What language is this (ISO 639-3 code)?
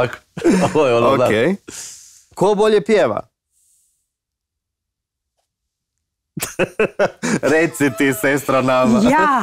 hrv